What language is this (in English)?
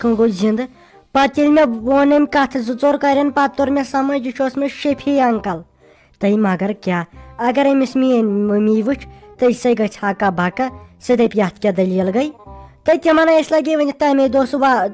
Kashmiri